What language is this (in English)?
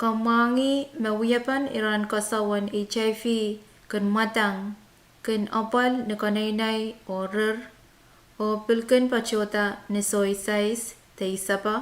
Pohnpeian